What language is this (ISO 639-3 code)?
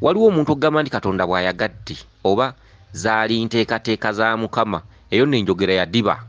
lug